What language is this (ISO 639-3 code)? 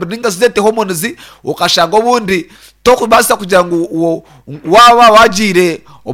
nyn